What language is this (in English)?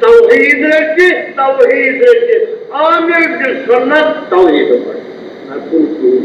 Kashmiri